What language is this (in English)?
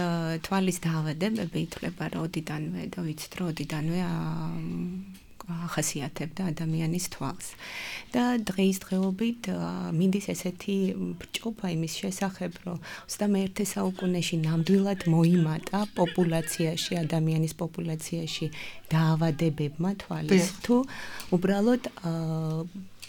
Georgian